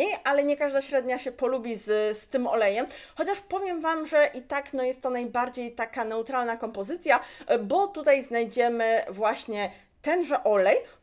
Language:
Polish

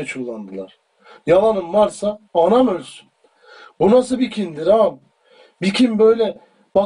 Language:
Turkish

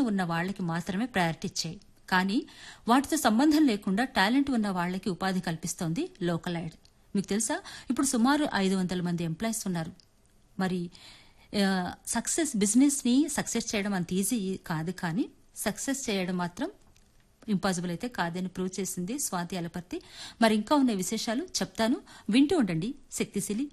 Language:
Telugu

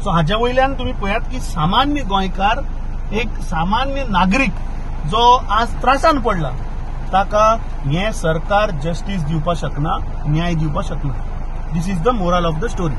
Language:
Konkani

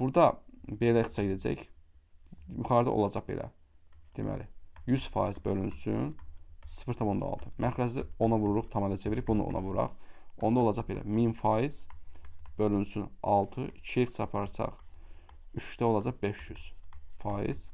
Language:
Azerbaijani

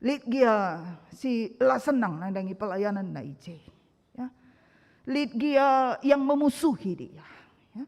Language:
Batak Karo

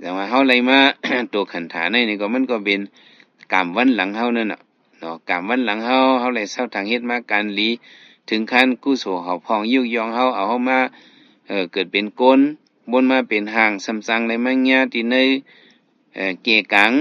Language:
Shan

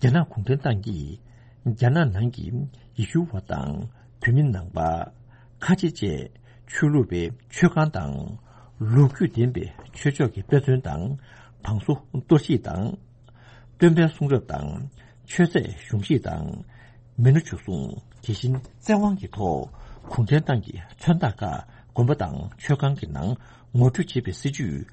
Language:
Tibetan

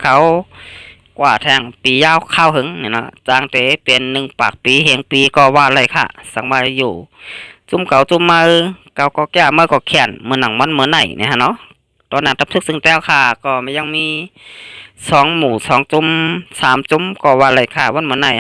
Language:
Shan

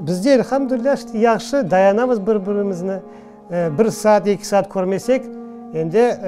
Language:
Crimean Tatar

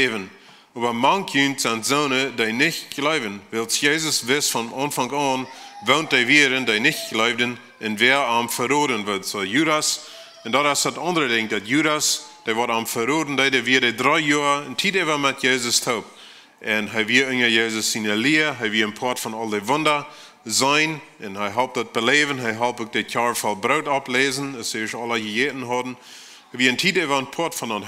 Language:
Plautdietsch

